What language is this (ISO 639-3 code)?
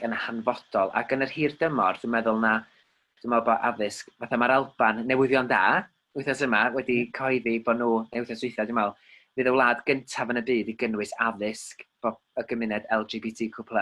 cym